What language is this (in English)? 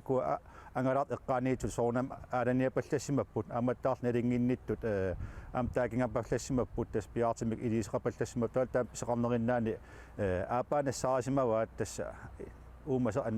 Kalaallisut